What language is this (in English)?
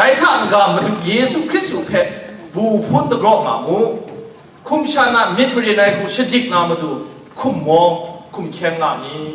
Kachin